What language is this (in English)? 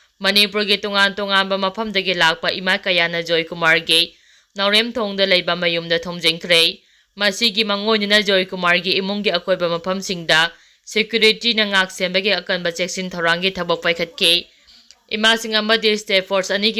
Manipuri